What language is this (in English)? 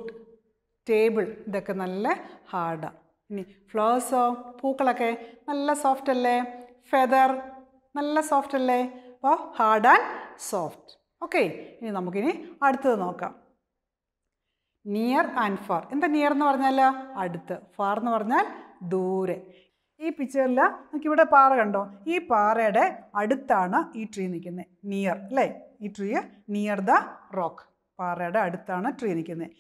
Malayalam